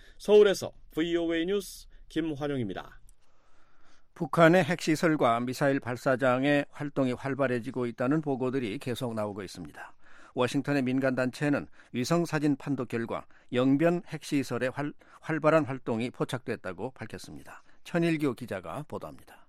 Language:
Korean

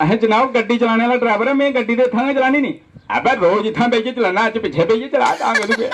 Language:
Dogri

